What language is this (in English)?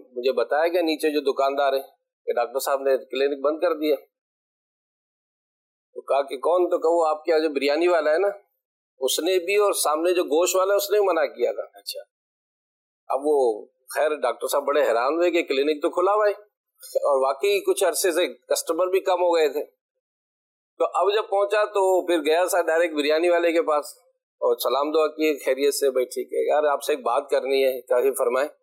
Urdu